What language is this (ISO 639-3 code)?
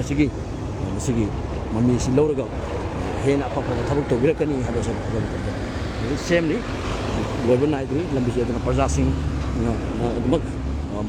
mni